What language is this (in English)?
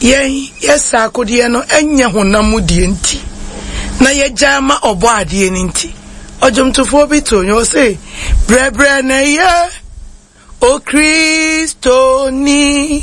Akan